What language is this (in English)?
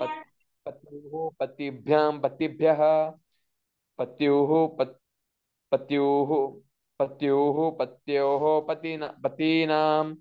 Sanskrit